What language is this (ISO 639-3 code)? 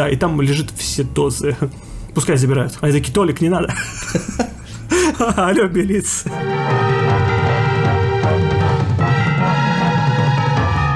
rus